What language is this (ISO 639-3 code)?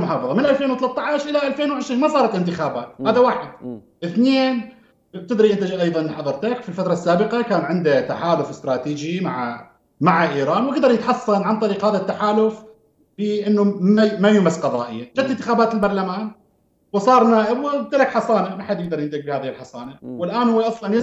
acm